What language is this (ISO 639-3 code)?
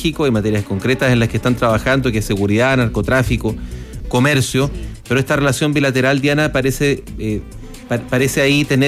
spa